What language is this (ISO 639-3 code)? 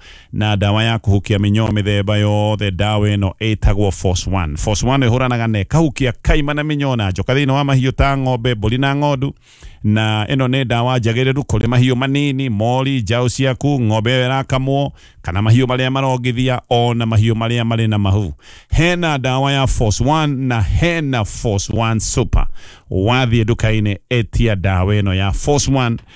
kik